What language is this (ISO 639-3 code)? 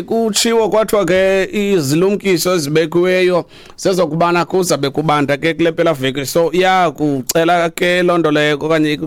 xho